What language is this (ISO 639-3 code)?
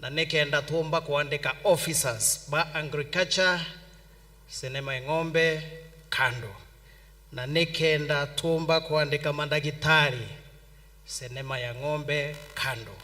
mer